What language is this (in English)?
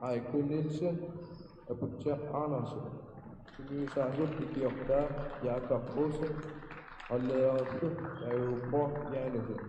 Kalaallisut